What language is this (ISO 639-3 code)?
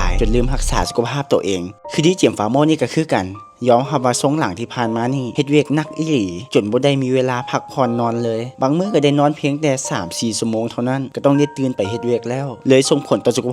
lao